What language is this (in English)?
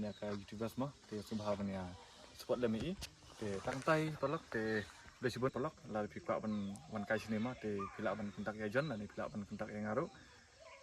Khasi